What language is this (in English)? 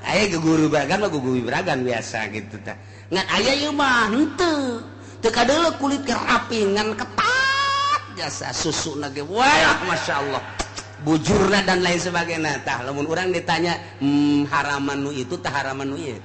Sundanese